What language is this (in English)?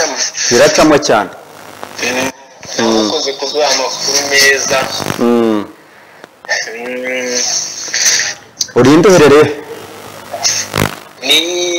Kinyarwanda